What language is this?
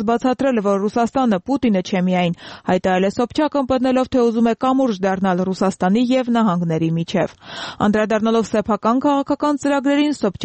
Armenian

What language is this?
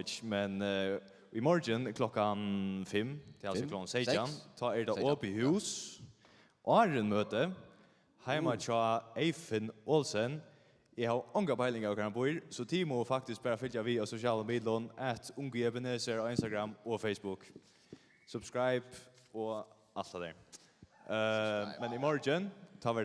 Faroese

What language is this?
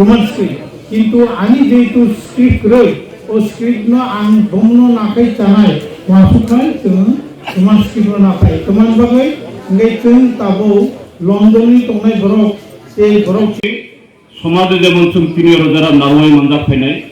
Kok Borok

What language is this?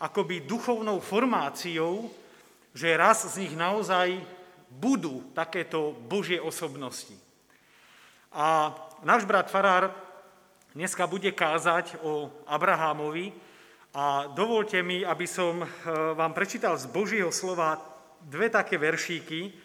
Slovak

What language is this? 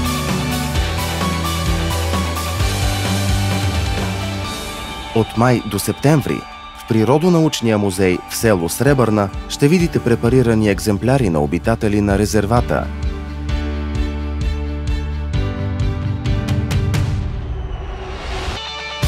Bulgarian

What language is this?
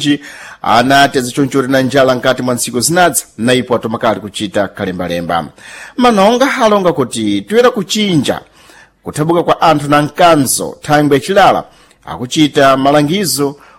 Sena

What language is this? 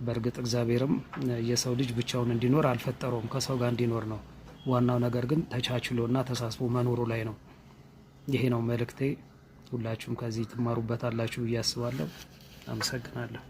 Amharic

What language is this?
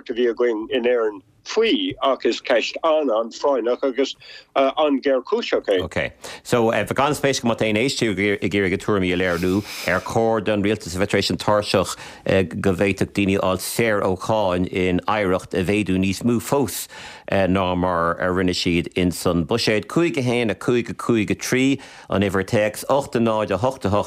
Irish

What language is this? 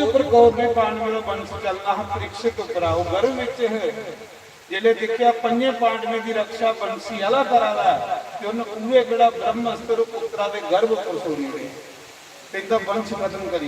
Dogri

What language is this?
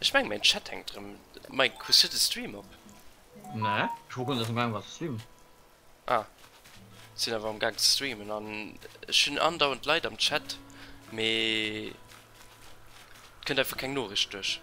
Luxembourgish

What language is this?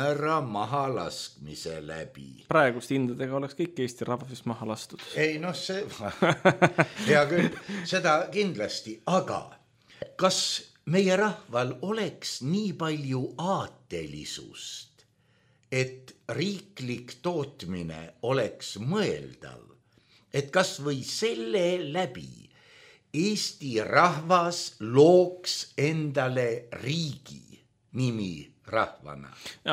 Estonian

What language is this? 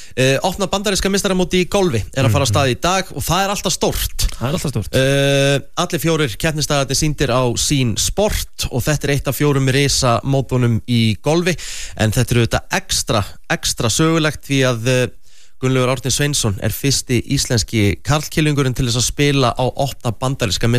Icelandic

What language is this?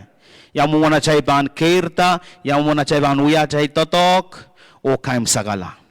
Pohnpeian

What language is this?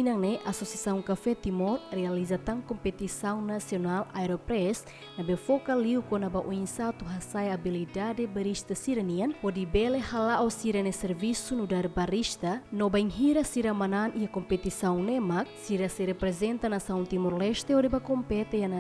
Tetum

